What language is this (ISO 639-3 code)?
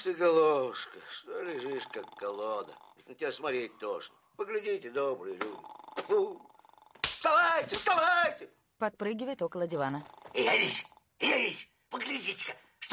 rus